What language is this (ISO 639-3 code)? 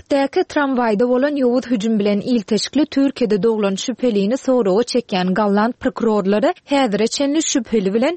tuk